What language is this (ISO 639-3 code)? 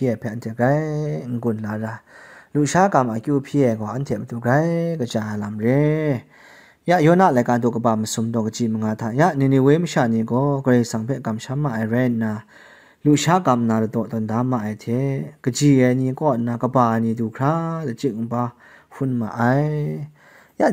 kac